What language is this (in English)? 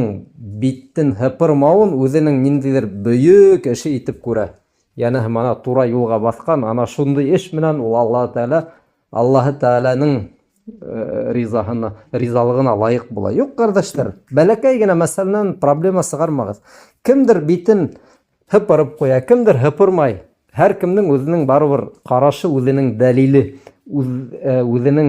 Bashkir